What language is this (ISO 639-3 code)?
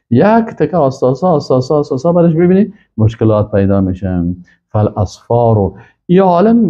fas